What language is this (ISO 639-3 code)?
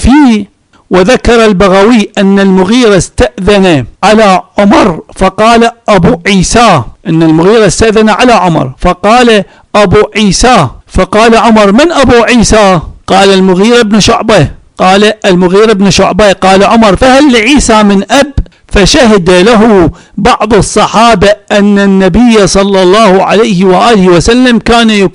ara